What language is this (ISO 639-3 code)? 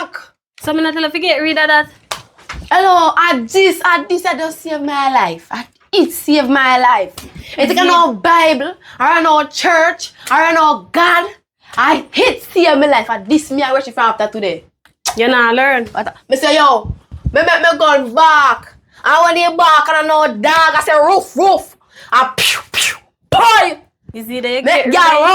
jam